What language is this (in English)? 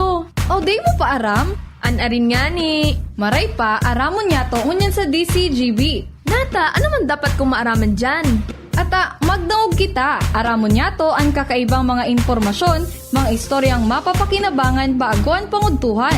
Bikol